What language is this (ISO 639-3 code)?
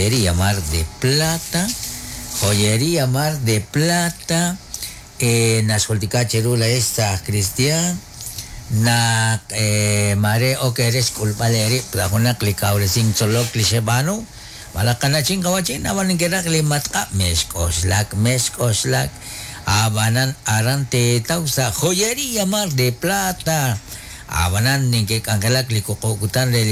kek